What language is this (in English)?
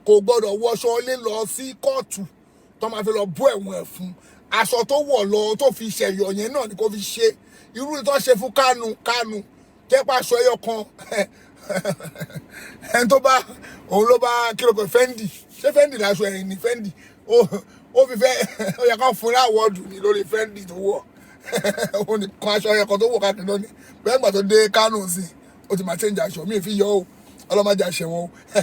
Yoruba